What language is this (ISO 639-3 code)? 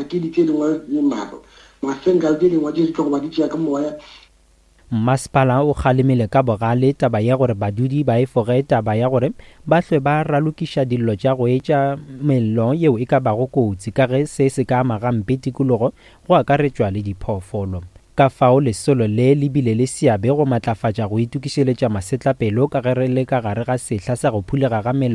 nso